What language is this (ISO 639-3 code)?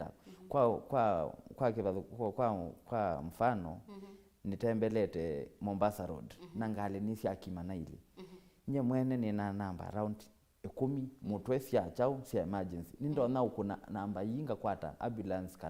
kam